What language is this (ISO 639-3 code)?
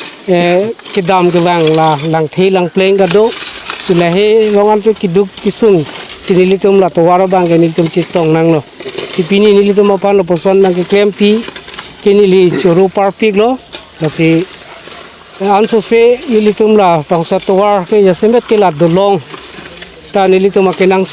mjw